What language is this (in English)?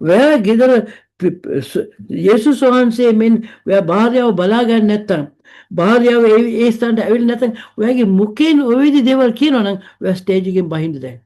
Sinhala